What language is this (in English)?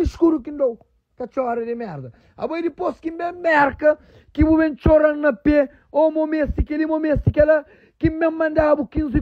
Kabuverdianu